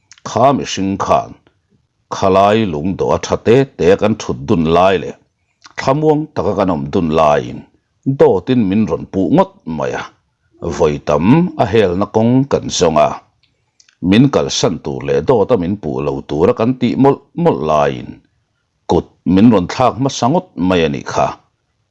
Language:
Mizo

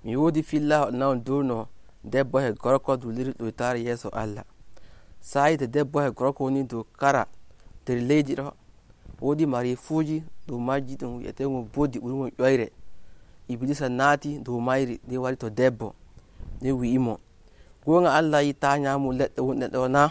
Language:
Nigerian Fulfulde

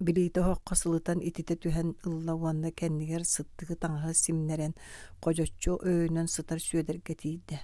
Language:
Yakut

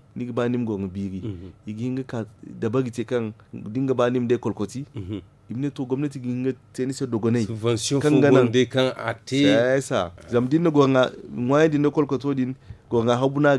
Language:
Zarma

